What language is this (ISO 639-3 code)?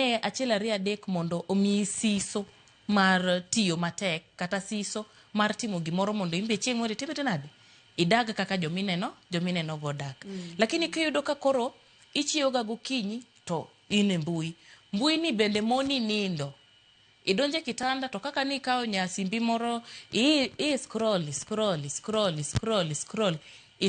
luo